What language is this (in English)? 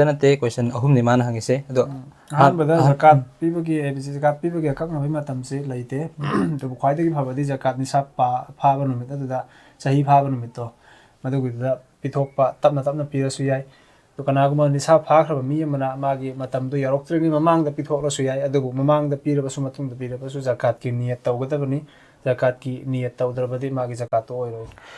Manipuri